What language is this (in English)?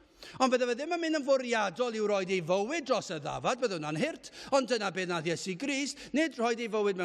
Welsh